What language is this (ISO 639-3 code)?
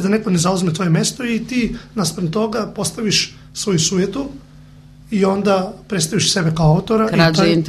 srp